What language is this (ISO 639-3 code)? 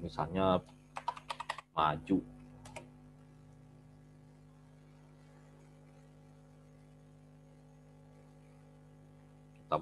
ind